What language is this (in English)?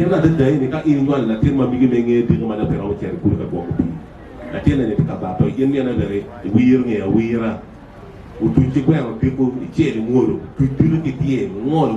Acoli